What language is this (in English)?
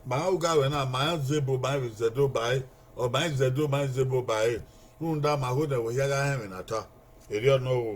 Bini